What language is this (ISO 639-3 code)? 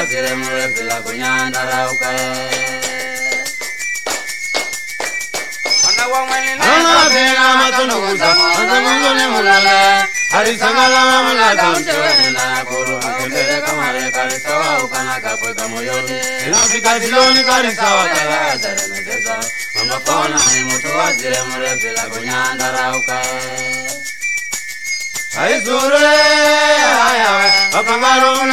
swa